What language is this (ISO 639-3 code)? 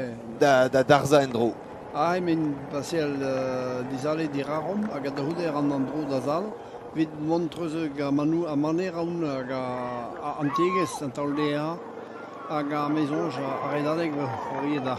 bre